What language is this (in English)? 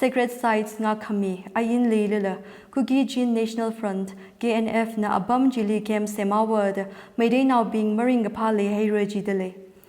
Tangkhul Naga (India)